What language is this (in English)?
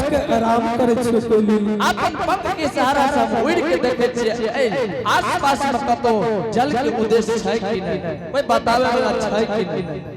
Angika